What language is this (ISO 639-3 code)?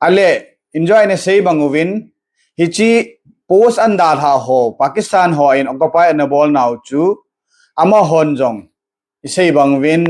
tcz